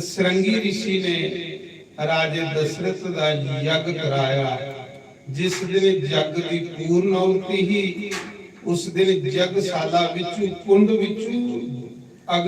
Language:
Dogri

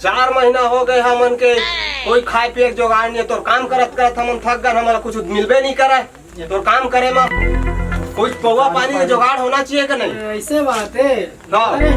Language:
Chhattisgarhi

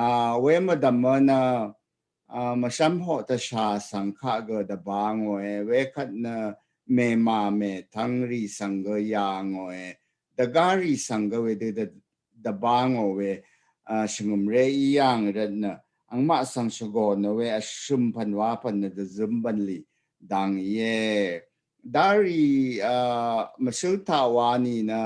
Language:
Rawang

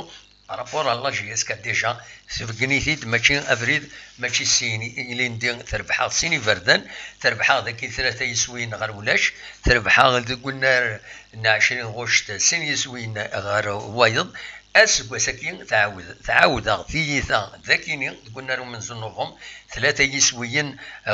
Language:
Kabyle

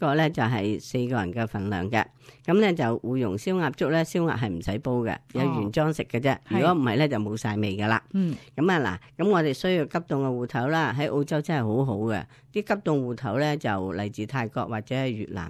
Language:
Cantonese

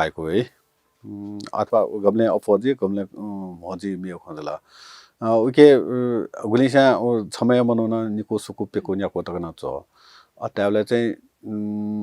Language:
Newari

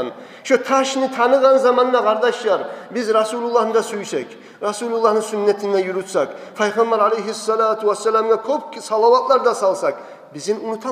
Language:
Kumyk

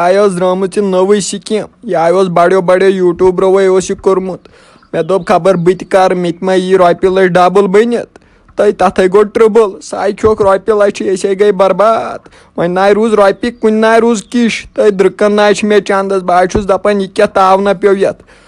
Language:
Kashmiri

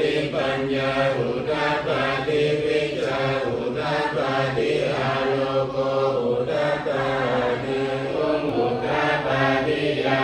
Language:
Pali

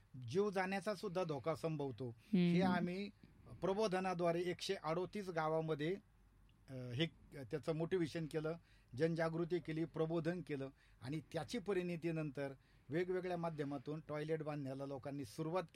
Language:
Marathi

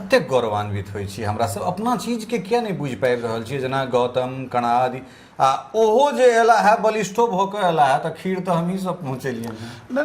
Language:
Maithili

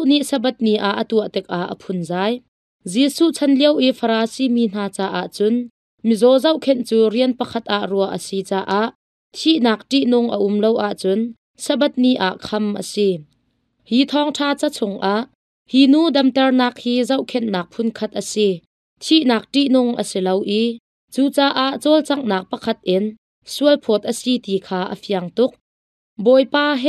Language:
Hakha Chin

